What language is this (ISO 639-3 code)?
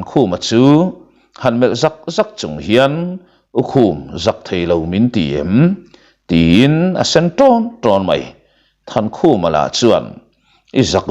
lus